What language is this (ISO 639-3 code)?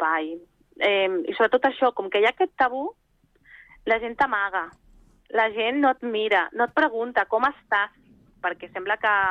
cat